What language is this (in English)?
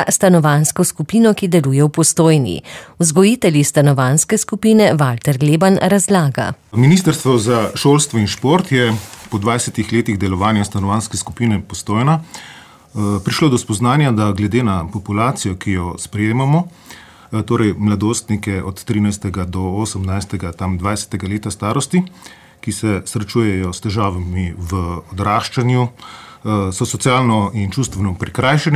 Slovenian